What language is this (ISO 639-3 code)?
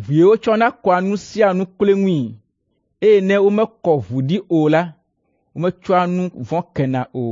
ewe